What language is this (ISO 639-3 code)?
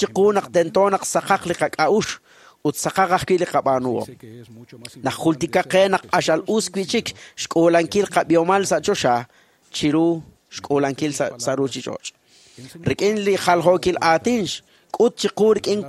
kek